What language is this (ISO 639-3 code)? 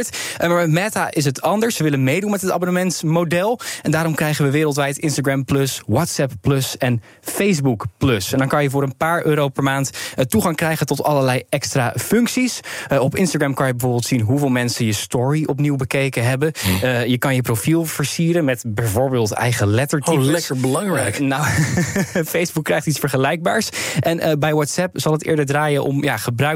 nld